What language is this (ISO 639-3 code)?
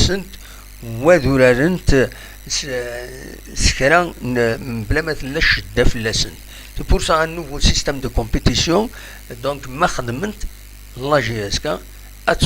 kab